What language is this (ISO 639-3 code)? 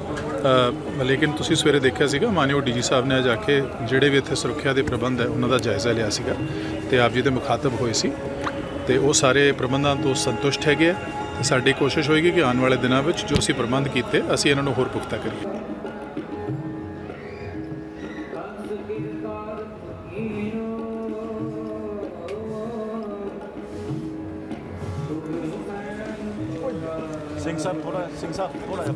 pan